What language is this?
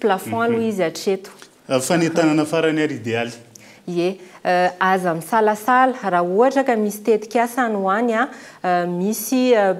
Malagasy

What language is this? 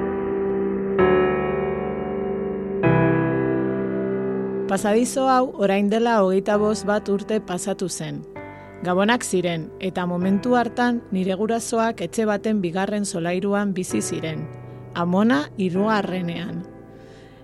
Basque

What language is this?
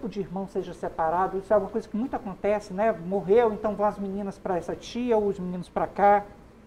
Portuguese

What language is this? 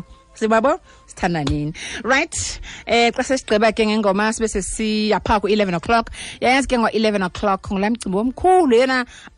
Xhosa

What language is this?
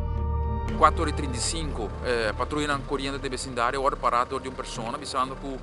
Papiamento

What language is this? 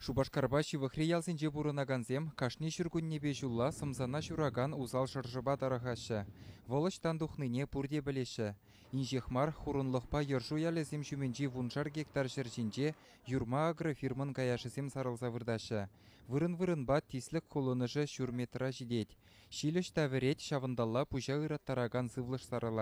Chuvash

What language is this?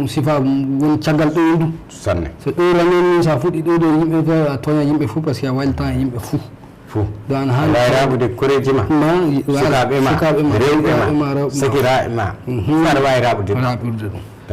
Fula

